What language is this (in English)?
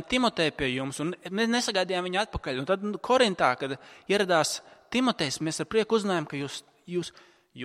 Latvian